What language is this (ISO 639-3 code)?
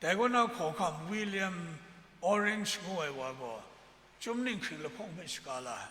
kac